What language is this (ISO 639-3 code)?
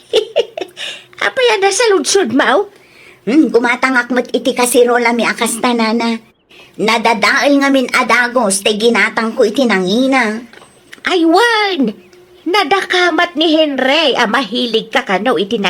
ilo